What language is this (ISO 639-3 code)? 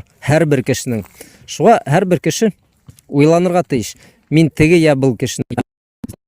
bak